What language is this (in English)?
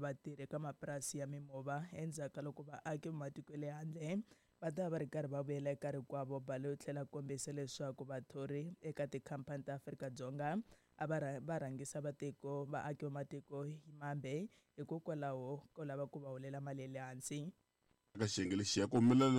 Tsonga